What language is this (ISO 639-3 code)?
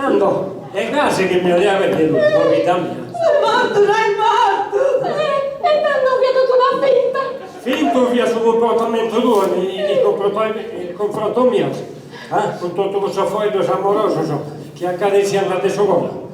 srd